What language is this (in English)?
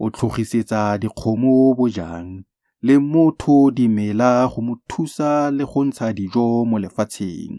Tswana